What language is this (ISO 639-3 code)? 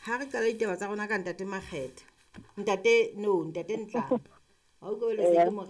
sot